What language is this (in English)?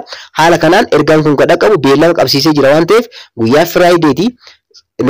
Oromo